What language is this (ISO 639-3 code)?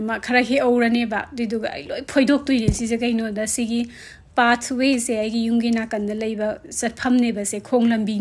mni